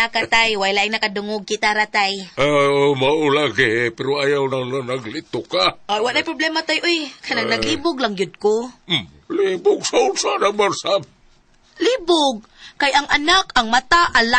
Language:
Cebuano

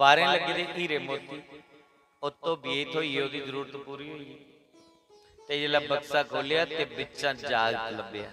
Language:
Dogri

